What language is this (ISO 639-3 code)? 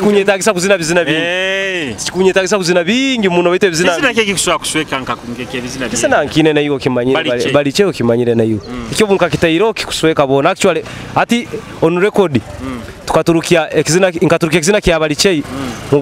nyo